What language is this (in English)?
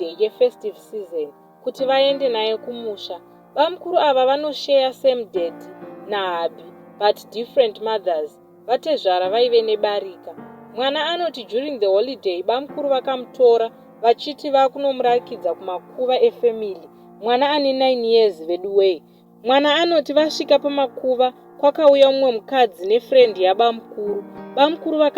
Shona